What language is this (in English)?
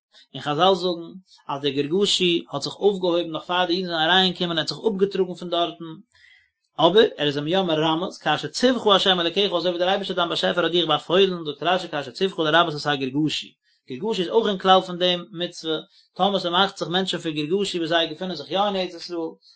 Yiddish